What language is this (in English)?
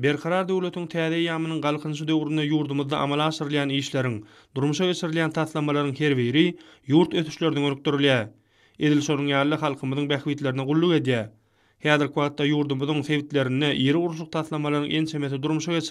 Turkmen